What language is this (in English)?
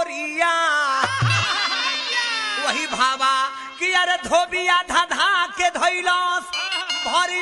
Bhojpuri